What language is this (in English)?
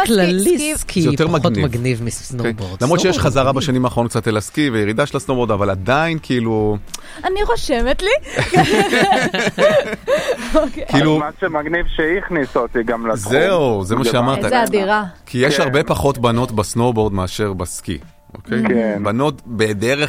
Hebrew